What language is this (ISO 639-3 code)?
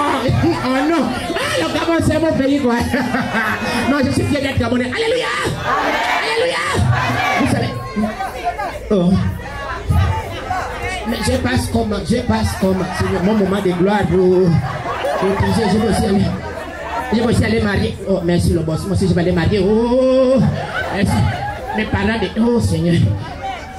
fra